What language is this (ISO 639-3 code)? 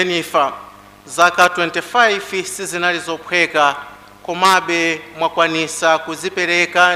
nya